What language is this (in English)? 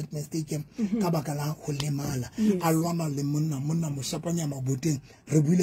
Southern Sotho